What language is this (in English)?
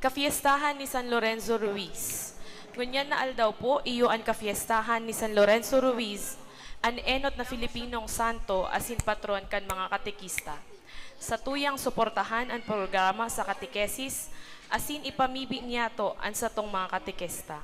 Bikol